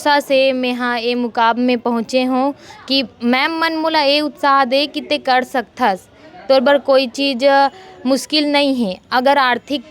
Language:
Chhattisgarhi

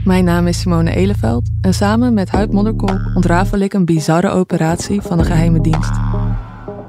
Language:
Dutch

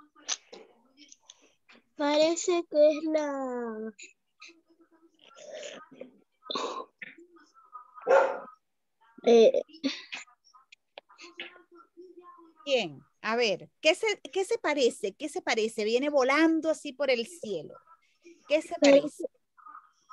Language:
Spanish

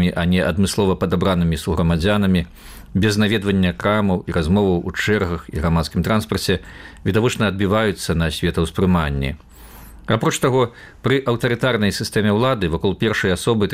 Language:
Belarusian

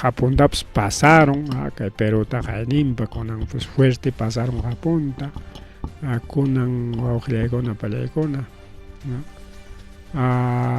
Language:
Ayacucho Quechua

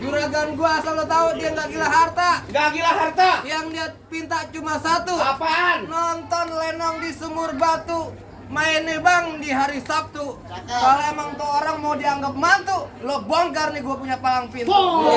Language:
Betawi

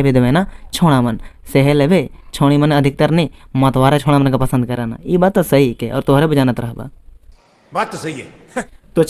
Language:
Sadri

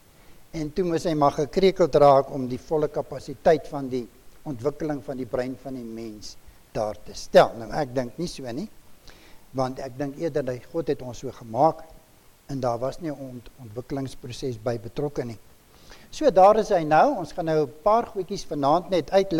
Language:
Afrikaans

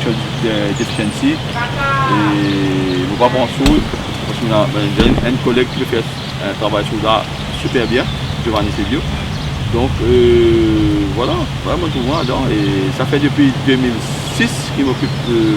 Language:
Morisyen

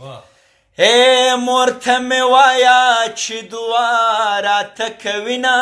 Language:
Pashto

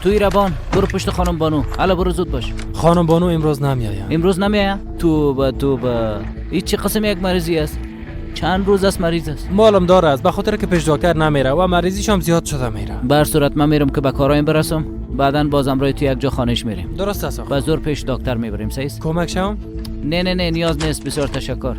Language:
Persian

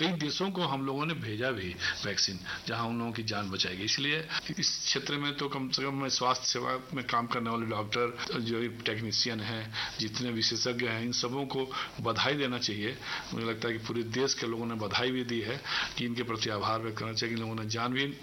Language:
Hindi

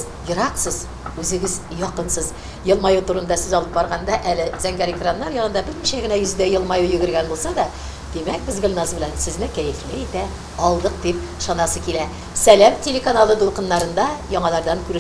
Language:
Tatar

